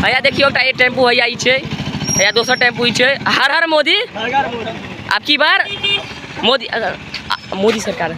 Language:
Maithili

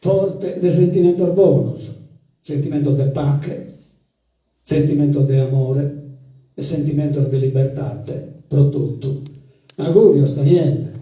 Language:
Sardinian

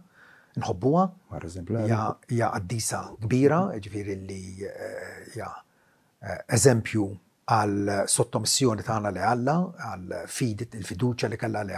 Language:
Maltese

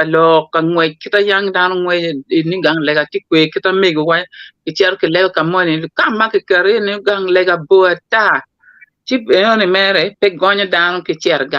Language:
Acoli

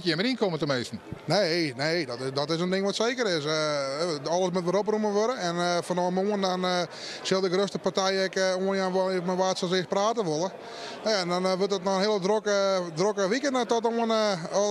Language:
Western Frisian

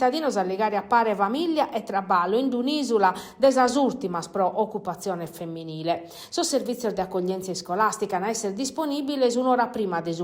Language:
Sardinian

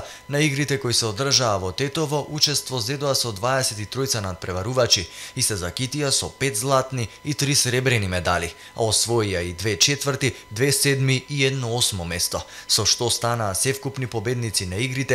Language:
Macedonian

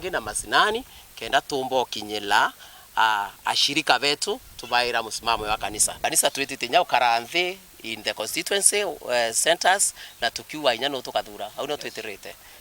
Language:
Meru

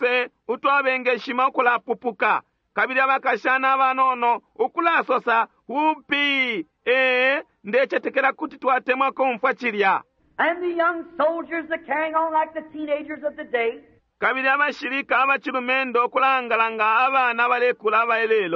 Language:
Bemba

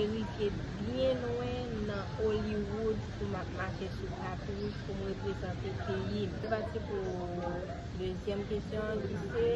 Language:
Haitian Creole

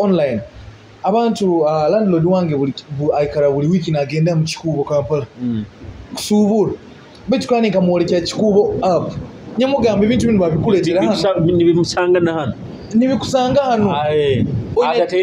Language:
Nyoro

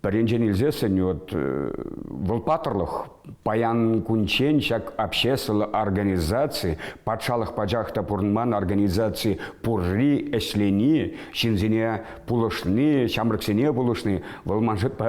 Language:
Chuvash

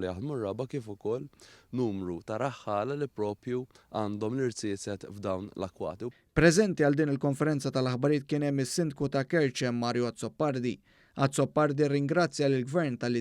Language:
Maltese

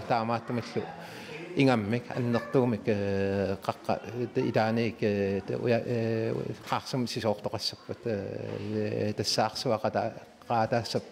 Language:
Kalaallisut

